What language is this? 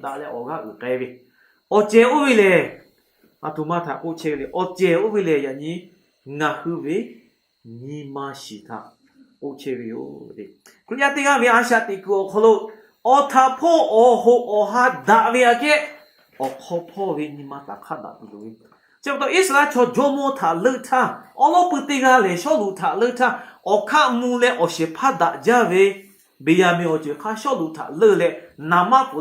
Lahu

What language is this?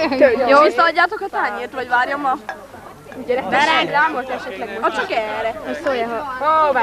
Hungarian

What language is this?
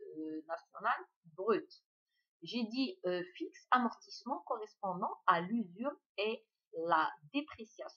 French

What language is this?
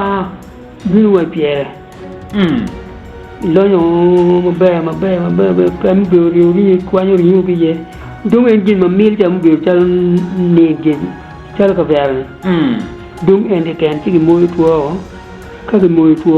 Acoli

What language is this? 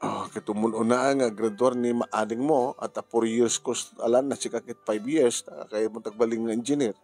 Iloko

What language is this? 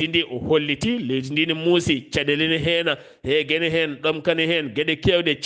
Fula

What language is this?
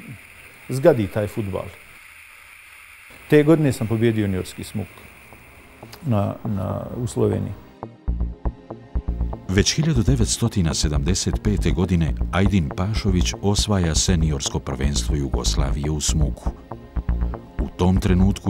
Bosnian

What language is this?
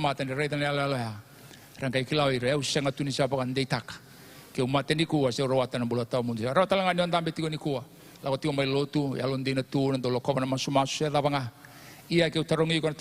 Fijian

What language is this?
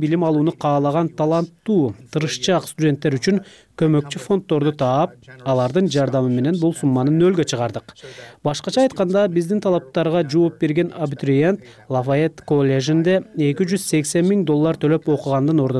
Kyrgyz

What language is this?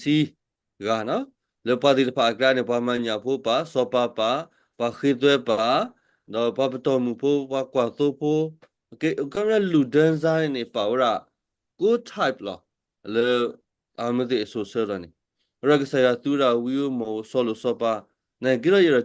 S'gaw Karen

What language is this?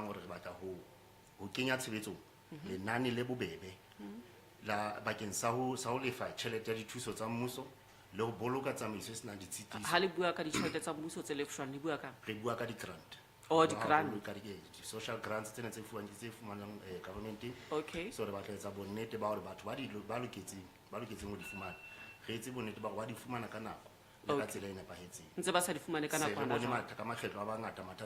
Southern Sotho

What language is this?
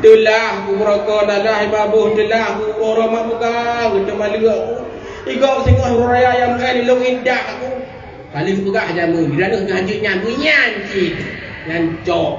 Achinese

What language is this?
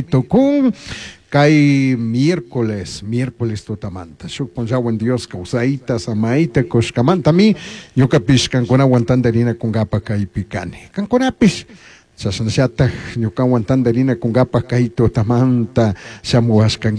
Chimborazo Highland Quichua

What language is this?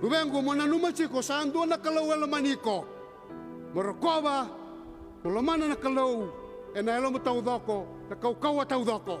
Fijian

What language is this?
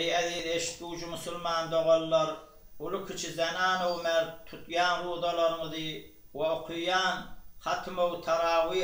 Turkmen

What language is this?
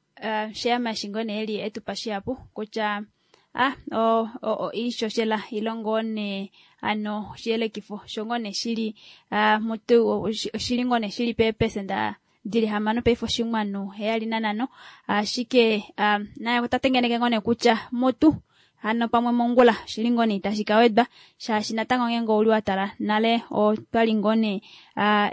Kuanyama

